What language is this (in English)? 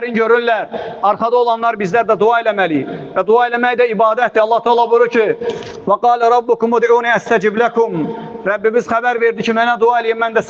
Azerbaijani